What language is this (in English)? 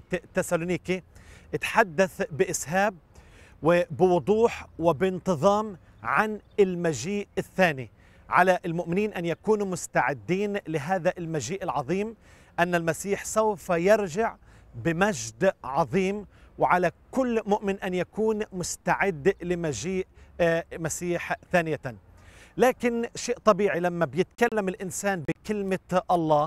Arabic